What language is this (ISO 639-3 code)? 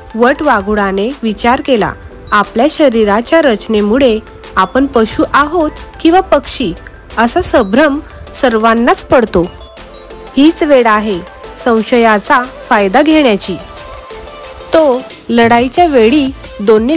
mar